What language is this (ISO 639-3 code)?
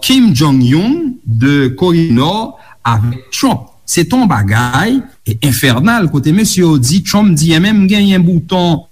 hat